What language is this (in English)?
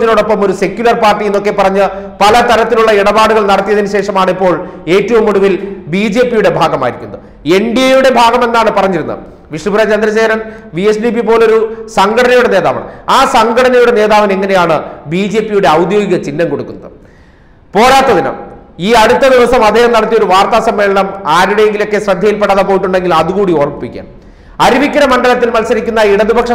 Malayalam